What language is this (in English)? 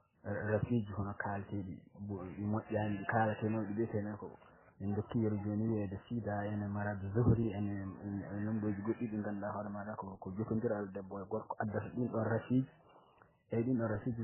Fula